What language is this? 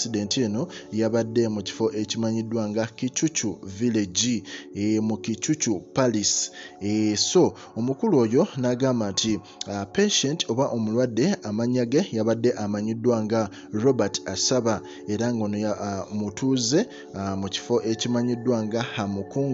Ganda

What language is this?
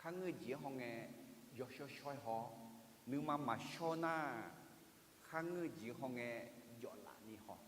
Akha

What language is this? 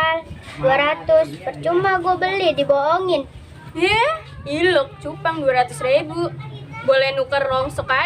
Betawi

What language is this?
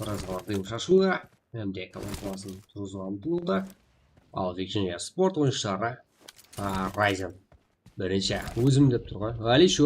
Kara-Kalpak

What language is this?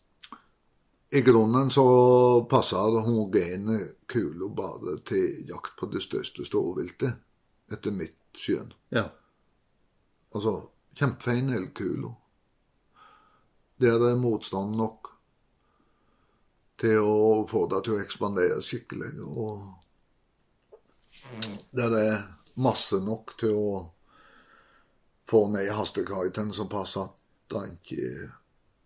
Norwegian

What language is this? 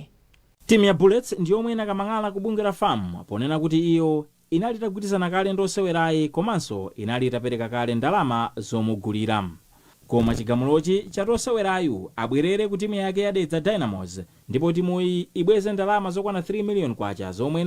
Nyanja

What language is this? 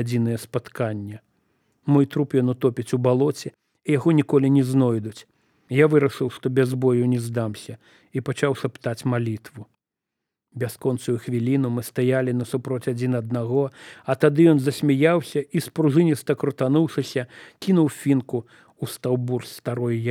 Belarusian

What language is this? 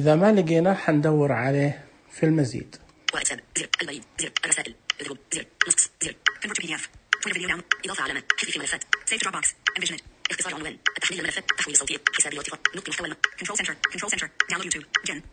Najdi Arabic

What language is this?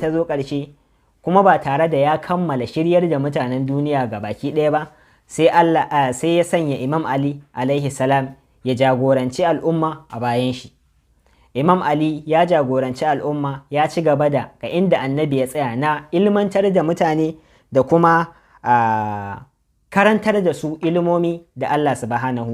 Hausa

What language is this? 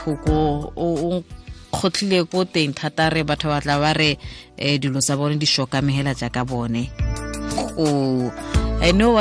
Tswana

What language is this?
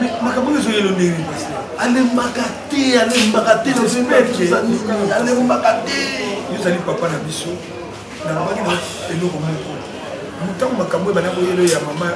Lingala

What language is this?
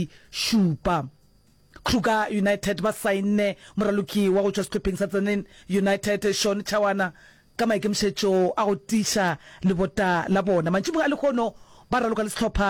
Northern Sotho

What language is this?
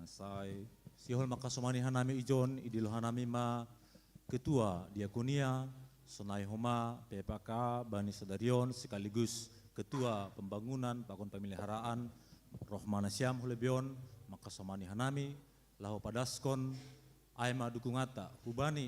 Batak Simalungun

